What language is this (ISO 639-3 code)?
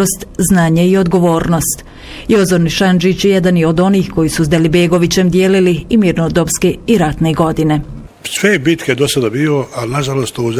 bos